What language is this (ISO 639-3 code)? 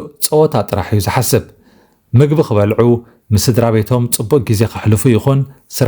tir